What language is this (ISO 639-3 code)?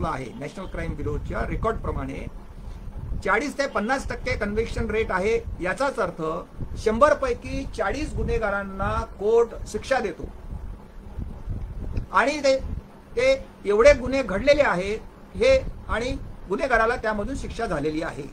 mar